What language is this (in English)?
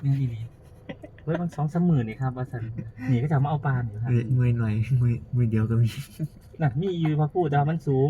Northeastern Thai